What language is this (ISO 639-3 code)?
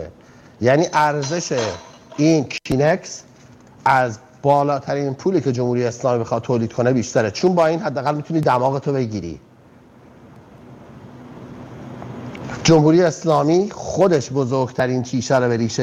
fas